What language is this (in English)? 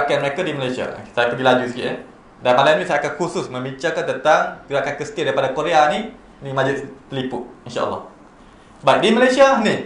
Malay